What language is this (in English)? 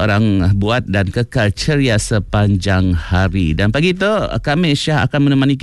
Malay